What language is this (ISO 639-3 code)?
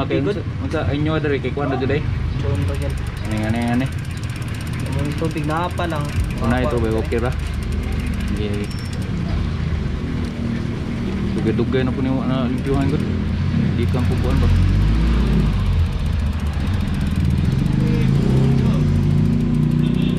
ceb